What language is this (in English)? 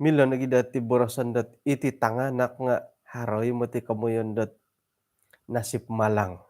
Central Dusun